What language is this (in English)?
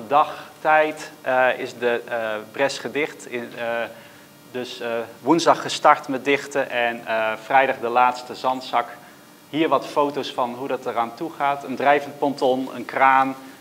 Dutch